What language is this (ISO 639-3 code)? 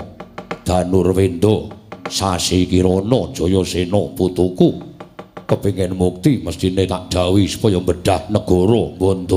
jav